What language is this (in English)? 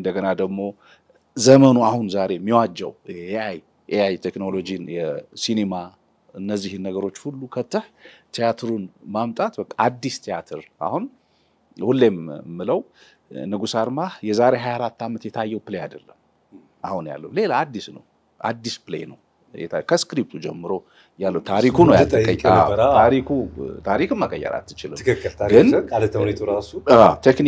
Amharic